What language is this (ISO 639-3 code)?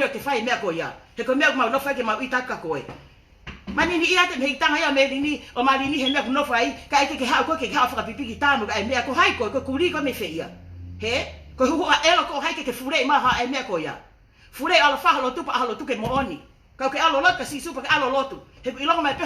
ton